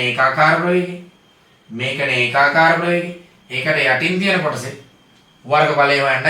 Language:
Sinhala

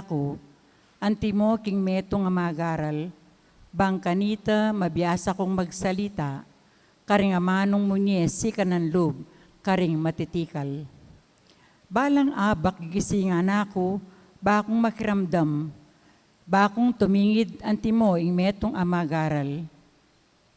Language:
Pampanga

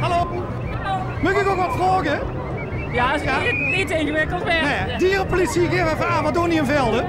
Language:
Limburgish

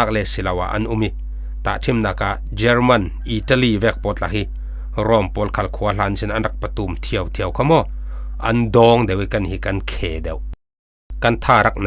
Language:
Falam Chin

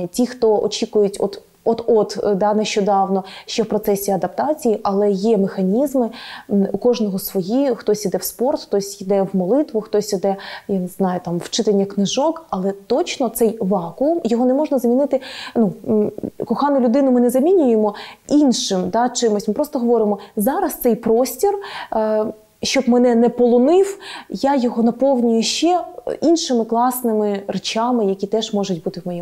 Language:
Ukrainian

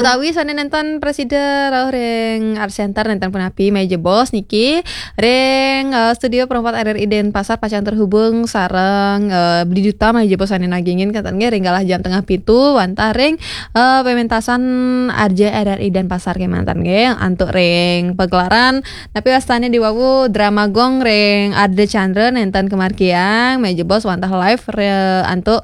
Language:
Balinese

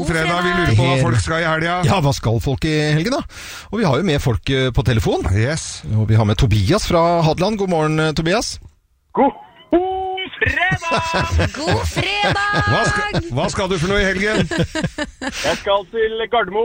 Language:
Norwegian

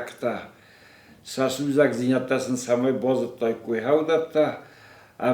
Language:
Ossetic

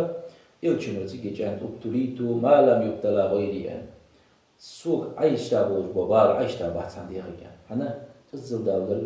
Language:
Ingush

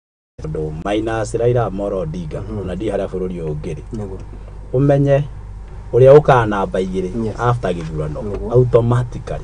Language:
Kikuyu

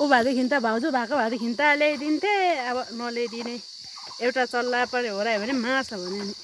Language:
Nepali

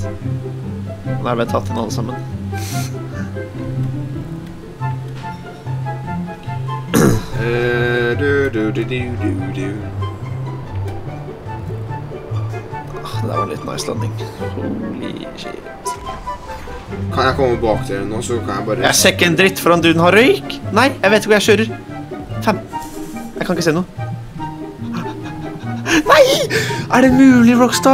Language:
Norwegian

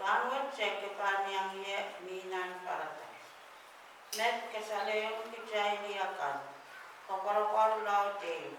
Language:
Pohnpeian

